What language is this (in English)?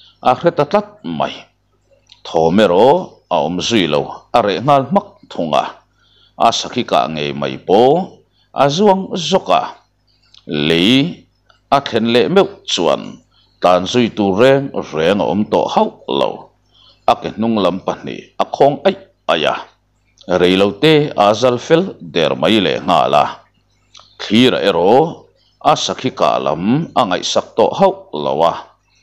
Mizo